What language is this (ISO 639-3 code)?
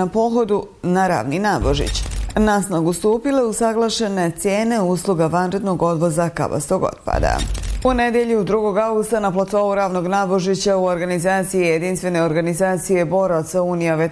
bos